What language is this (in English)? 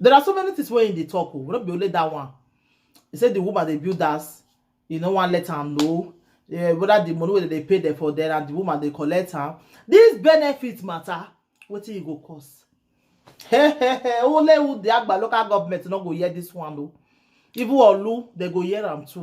Nigerian Pidgin